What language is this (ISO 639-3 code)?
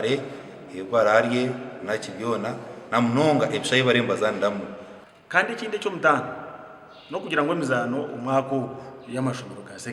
nyn